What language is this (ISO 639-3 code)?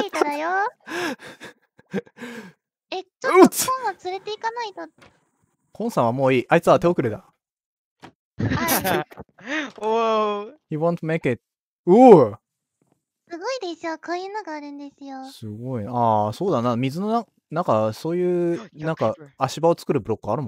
jpn